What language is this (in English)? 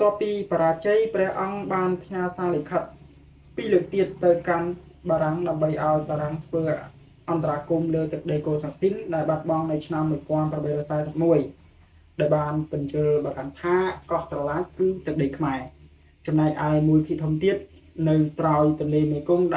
Khmer